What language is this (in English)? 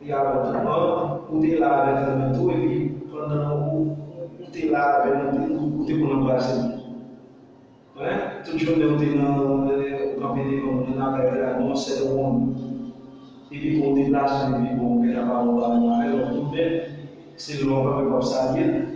Haitian Creole